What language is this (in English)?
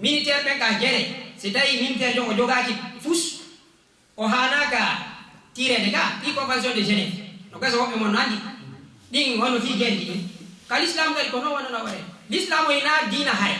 Fula